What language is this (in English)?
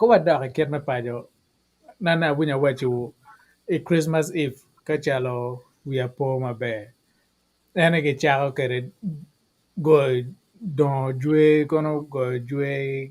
Acoli